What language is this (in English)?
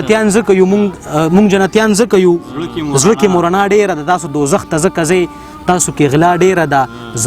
Pashto